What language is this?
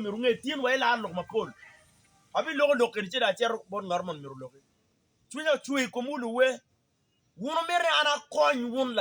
Acoli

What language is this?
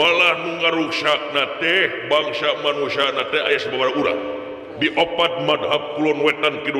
Sundanese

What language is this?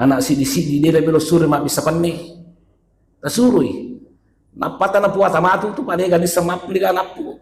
Buginese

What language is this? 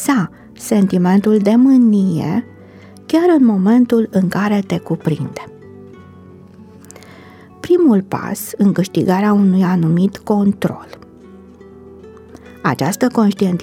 Romanian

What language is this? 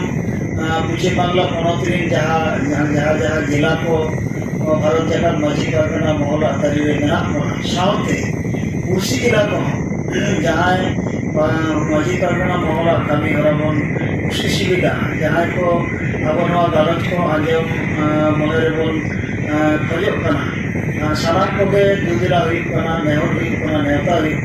Santali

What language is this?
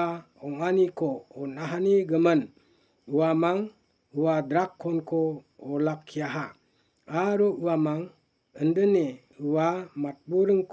Garo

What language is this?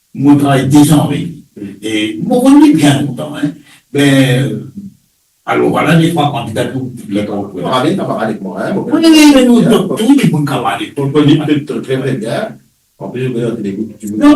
Morisyen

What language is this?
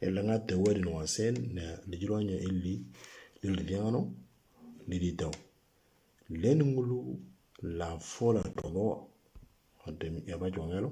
Moro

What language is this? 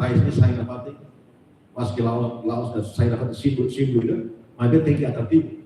Tetum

